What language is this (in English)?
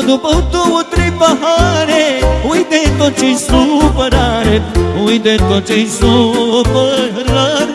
Romanian